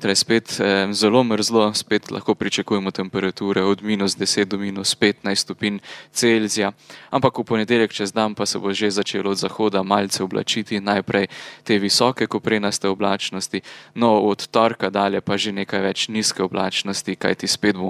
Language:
Slovenian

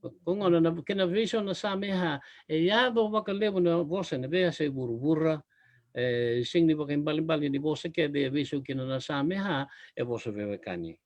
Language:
Fijian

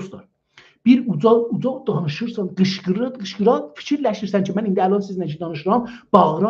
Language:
South Azerbaijani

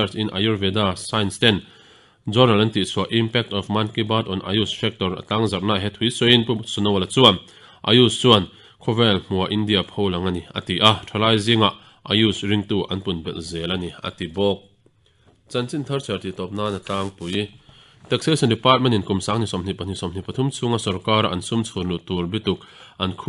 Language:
Mizo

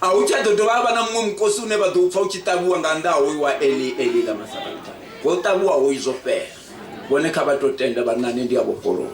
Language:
Venda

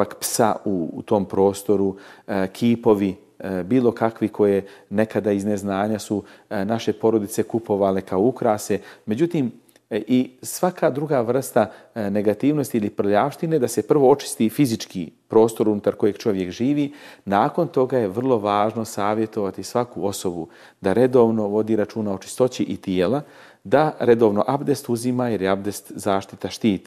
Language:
Bosnian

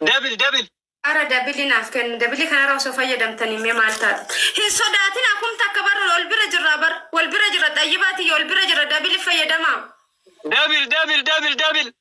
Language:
Oromo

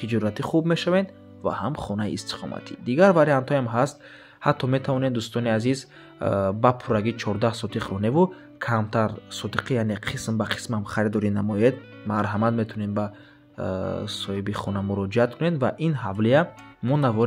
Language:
Tajik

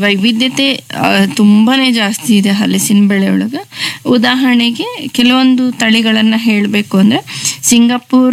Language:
Kannada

